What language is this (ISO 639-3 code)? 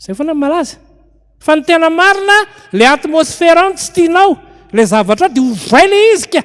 mlg